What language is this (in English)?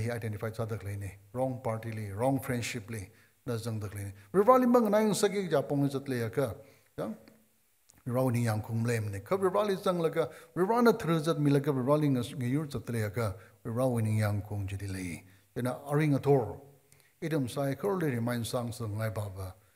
Tangkhul Naga (India)